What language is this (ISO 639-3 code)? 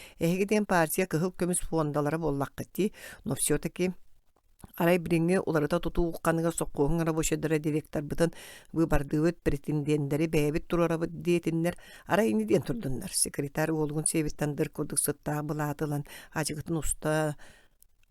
sah